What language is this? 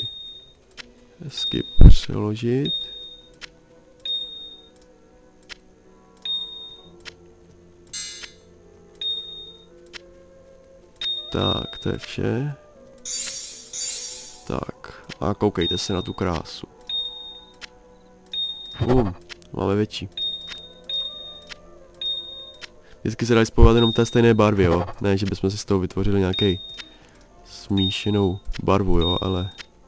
Czech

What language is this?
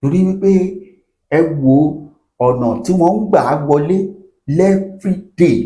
Yoruba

